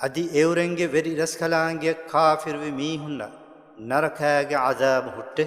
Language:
Divehi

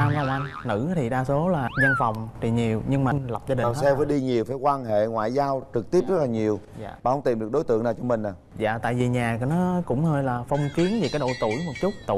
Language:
Vietnamese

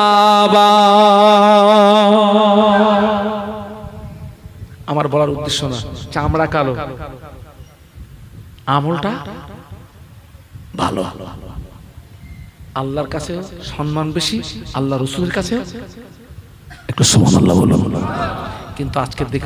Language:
Bangla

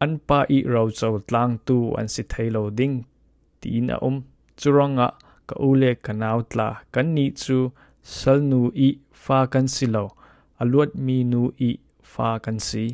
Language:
Falam Chin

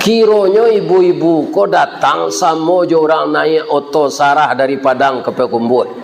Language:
Minangkabau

